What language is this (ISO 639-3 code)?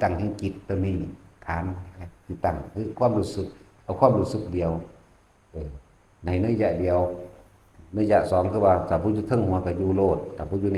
tts